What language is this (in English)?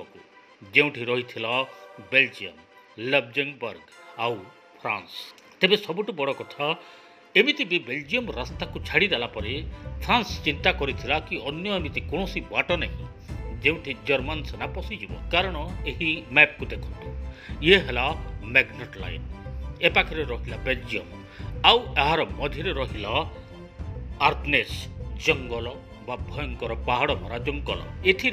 Odia